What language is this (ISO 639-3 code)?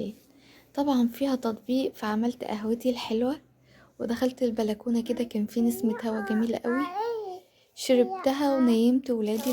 arz